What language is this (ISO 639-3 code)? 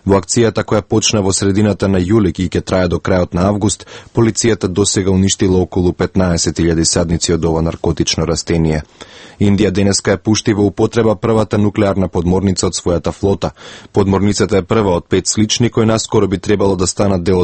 mkd